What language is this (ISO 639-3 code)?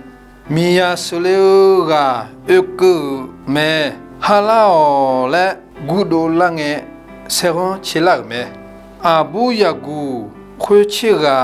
ahk